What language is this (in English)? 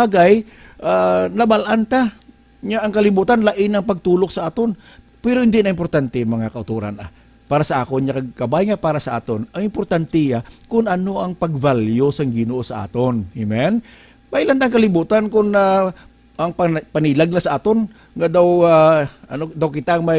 Hiligaynon